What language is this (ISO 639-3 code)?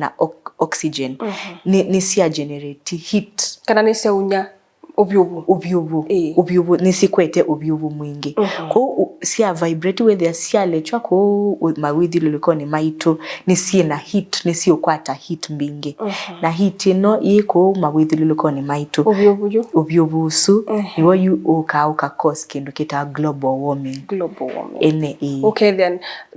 kam